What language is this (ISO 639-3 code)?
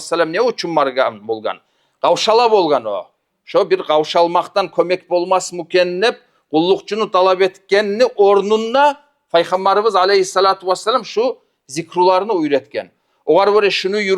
kum